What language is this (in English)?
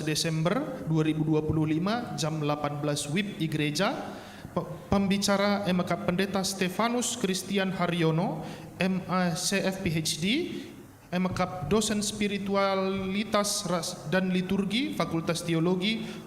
Batak Karo